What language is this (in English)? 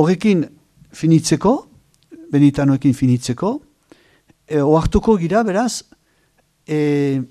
Basque